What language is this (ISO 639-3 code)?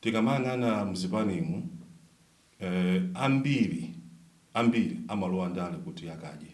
nya